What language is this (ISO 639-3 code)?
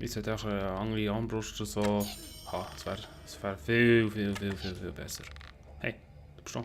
gsw